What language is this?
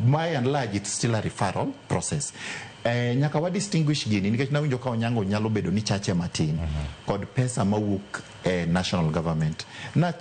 Luo (Kenya and Tanzania)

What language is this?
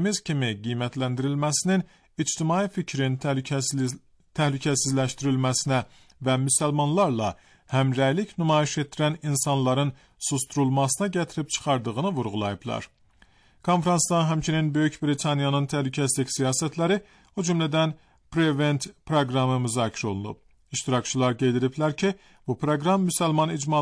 Azerbaijani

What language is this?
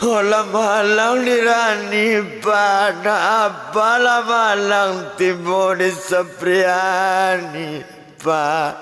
Minangkabau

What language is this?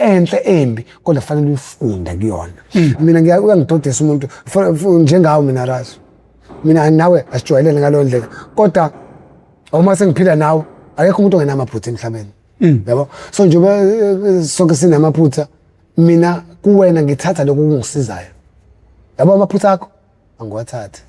Zulu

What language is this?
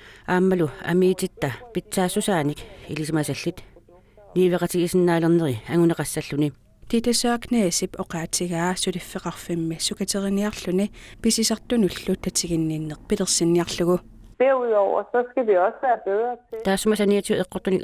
Kalaallisut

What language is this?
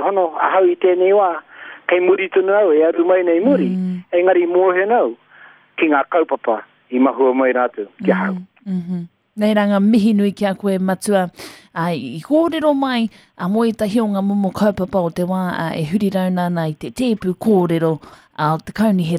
Māori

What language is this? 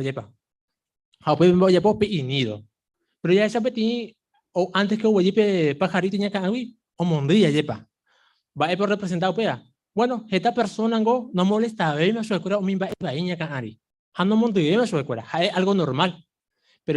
Guarani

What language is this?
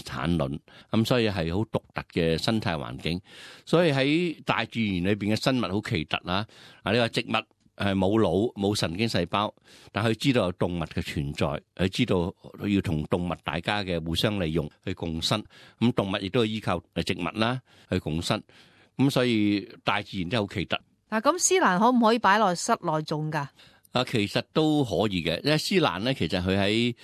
Cantonese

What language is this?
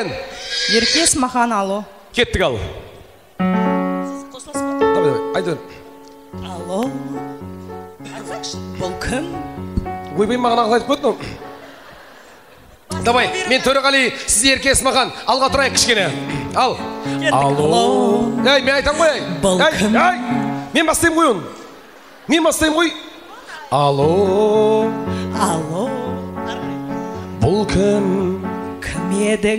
Kazakh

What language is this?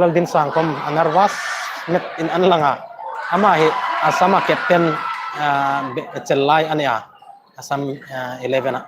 Hmar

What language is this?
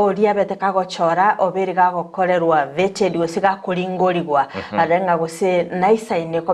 Gusii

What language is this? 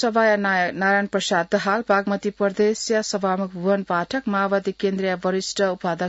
Newari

